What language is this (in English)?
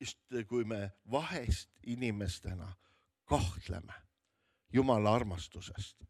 Estonian